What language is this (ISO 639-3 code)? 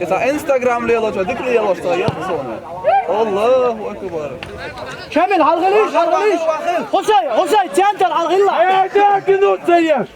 che